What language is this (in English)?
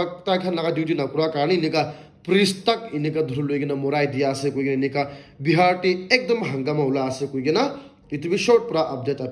Naga Pidgin